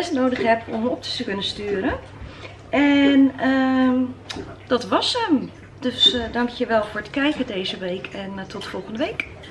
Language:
Dutch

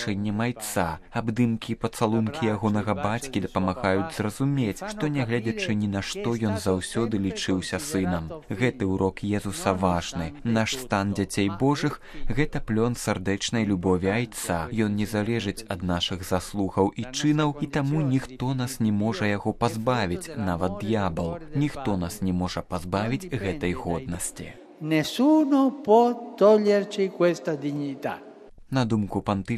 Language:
Belarusian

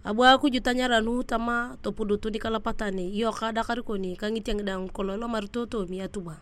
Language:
Turkana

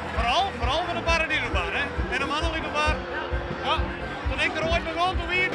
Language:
Western Frisian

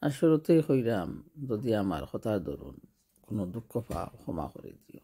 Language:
Sylheti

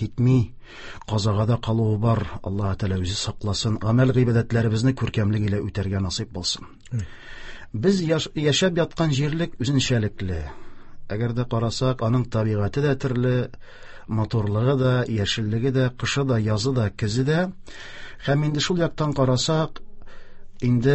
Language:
Tatar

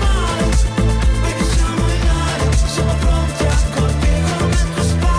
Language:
Italian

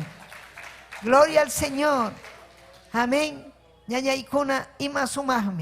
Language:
Ayacucho Quechua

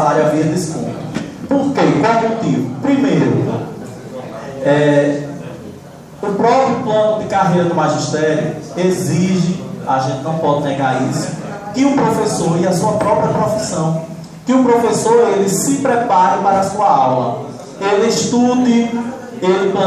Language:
Portuguese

